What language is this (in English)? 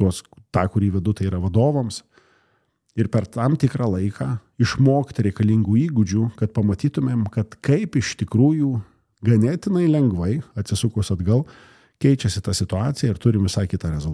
Lithuanian